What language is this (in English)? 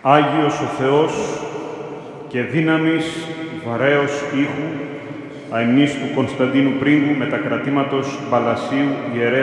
Greek